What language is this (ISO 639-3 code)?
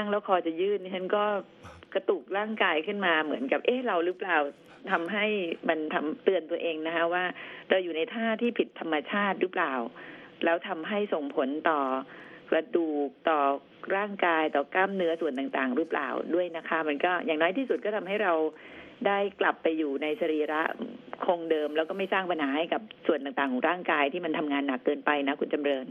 tha